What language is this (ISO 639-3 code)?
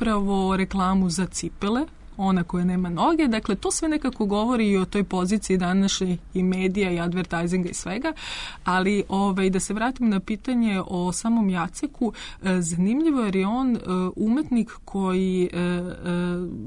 srp